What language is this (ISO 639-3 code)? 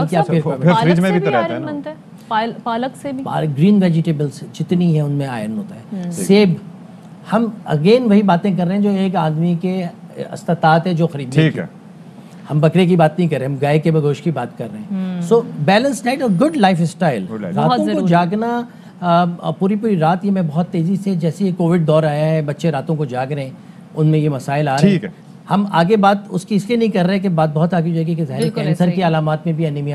urd